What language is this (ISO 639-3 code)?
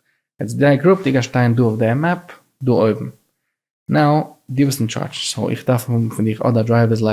yid